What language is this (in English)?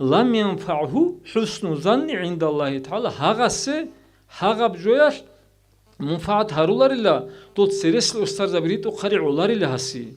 Avaric